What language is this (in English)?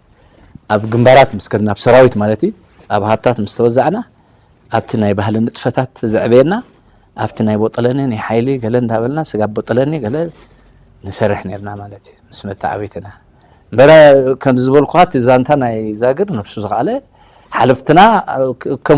Tigrinya